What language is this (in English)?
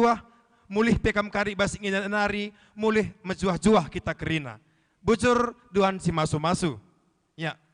Batak Karo